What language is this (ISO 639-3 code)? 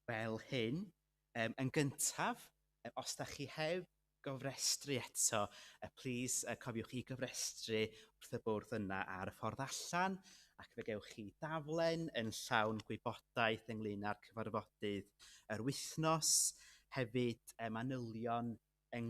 cym